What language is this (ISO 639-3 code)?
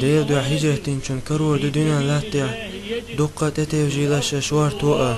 che